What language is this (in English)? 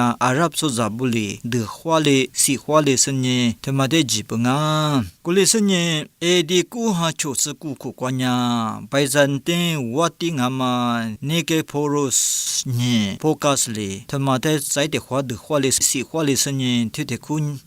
Lisu